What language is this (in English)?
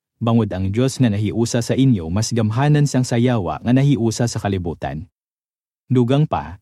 Hiligaynon